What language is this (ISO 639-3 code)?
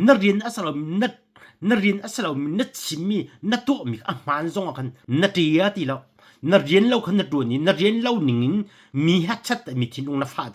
cnh